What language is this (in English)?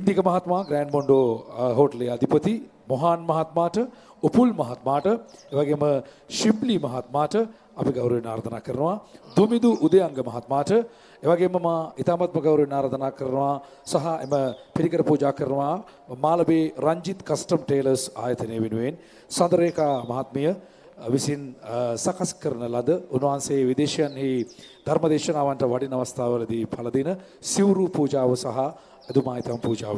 Sinhala